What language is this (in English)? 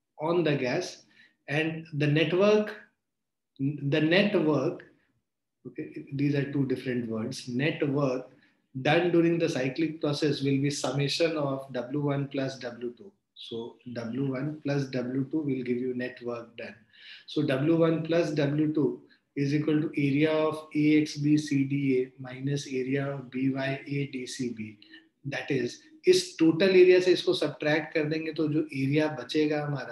English